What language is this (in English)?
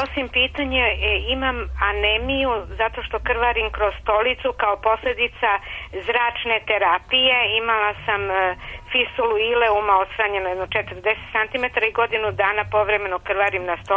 Serbian